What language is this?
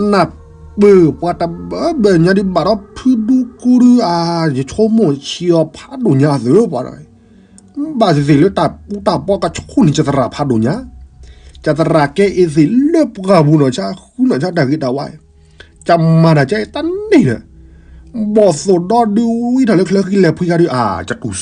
S'gaw Karen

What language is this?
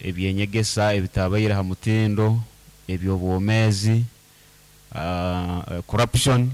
Nyoro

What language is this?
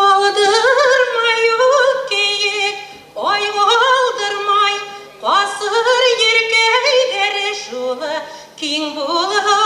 Bashkir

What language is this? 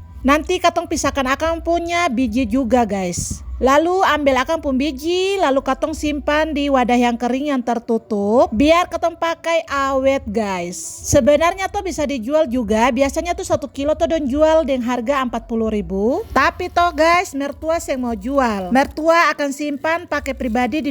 Ambonese Malay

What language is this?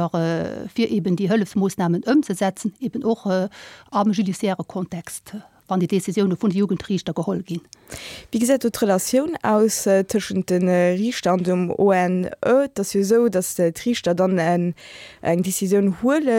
Luxembourgish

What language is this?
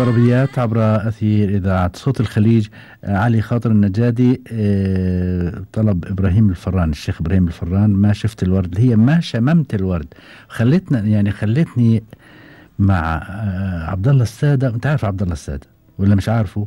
Gulf Arabic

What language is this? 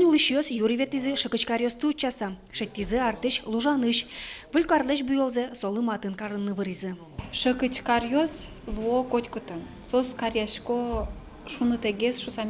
Udmurt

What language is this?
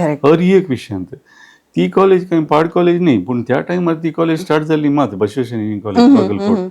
Konkani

